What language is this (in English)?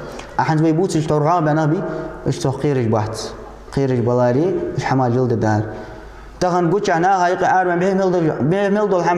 Ingush